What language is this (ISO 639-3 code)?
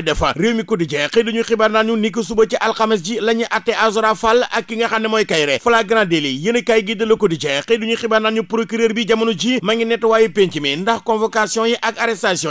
wol